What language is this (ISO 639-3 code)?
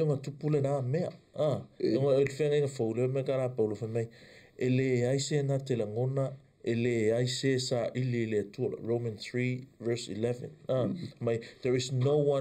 smo